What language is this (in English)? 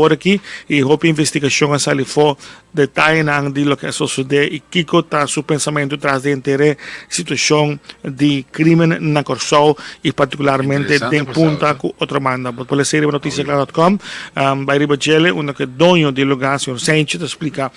Papiamento